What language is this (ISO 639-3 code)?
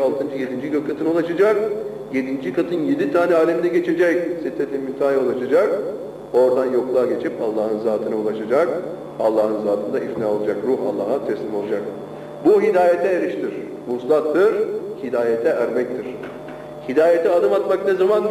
tur